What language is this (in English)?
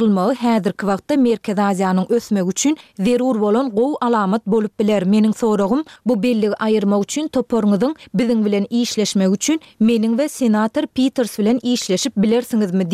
Turkmen